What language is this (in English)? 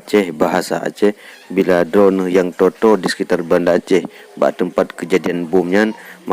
Achinese